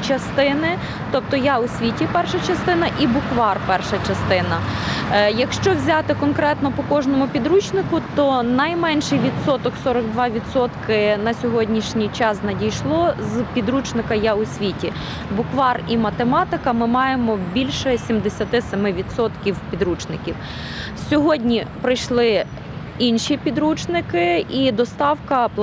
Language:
Ukrainian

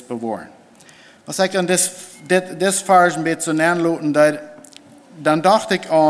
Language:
Plautdietsch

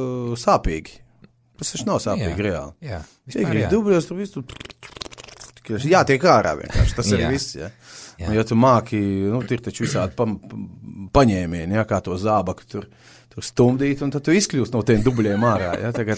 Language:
Latvian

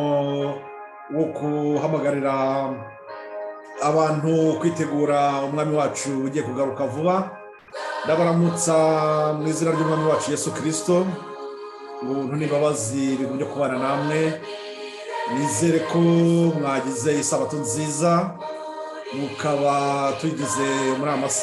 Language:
Kinyarwanda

